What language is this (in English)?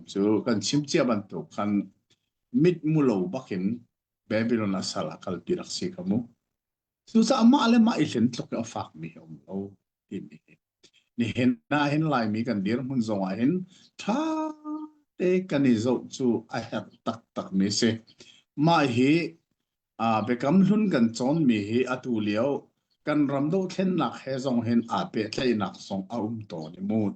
Hakha Chin